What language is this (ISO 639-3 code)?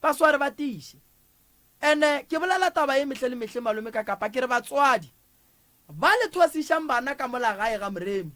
nso